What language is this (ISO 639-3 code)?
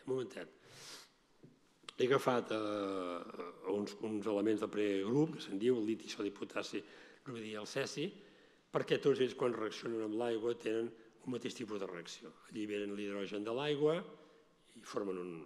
cat